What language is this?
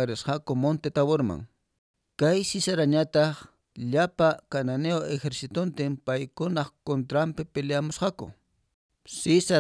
Quechua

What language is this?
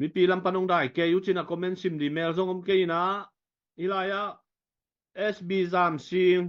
Tedim Chin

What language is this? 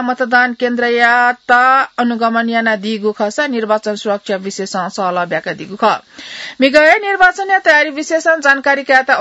Newari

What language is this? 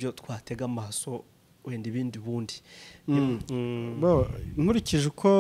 Kinyarwanda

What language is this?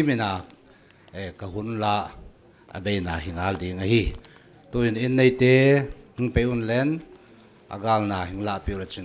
Paite Chin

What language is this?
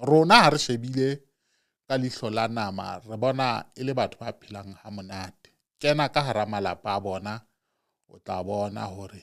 Southern Sotho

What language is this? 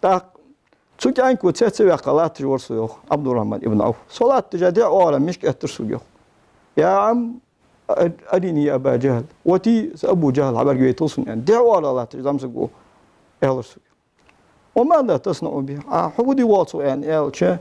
Ingush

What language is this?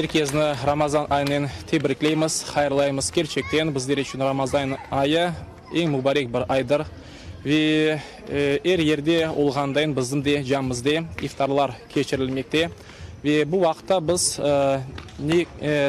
Crimean Tatar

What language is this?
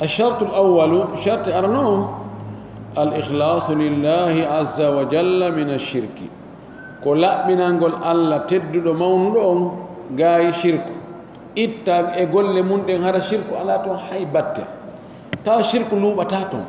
Pular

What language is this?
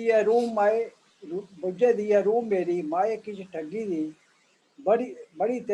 Dogri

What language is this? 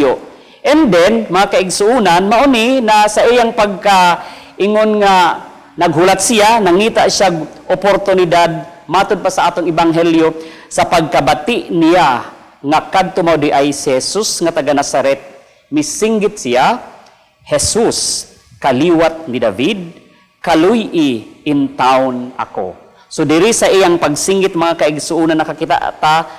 Cebuano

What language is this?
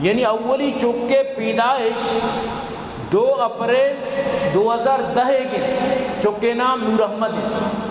Baluchi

